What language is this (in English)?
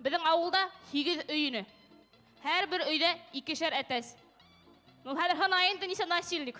Bashkir